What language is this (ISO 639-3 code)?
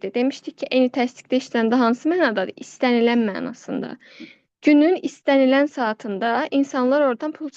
aze